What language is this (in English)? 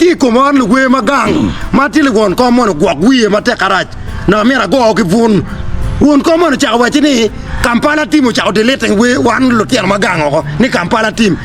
Acoli